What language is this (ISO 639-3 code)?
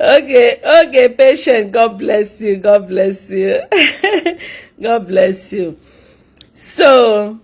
ibo